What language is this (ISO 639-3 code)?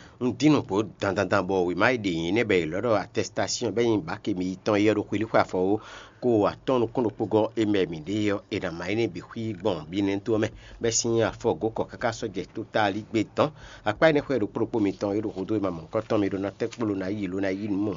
fon